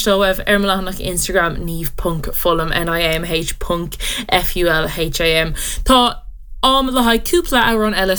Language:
Irish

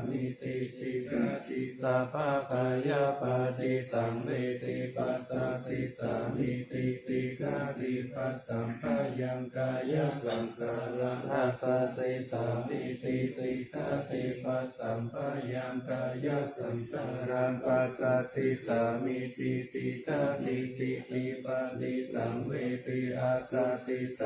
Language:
Pali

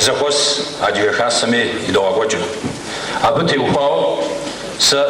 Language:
Kabardian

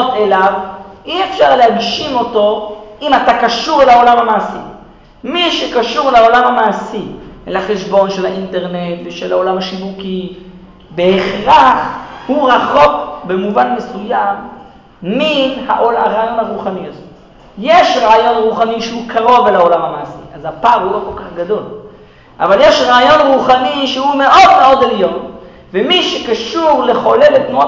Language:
Hebrew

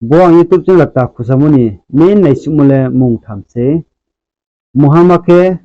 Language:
Riang (India)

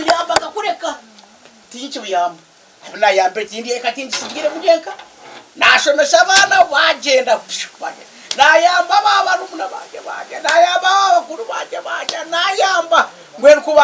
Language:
Nyankole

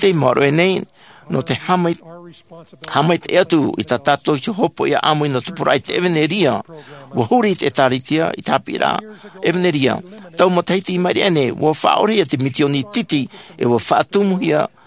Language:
Tahitian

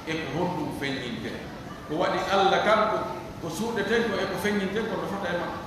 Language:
Pular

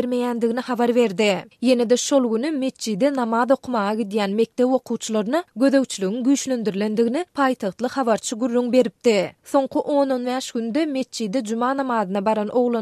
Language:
Turkmen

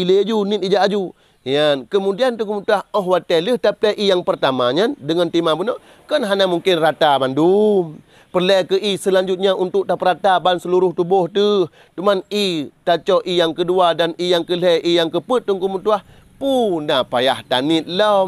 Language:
Achinese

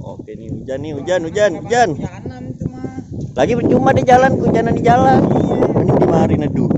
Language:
Betawi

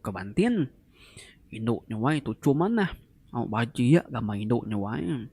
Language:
Iban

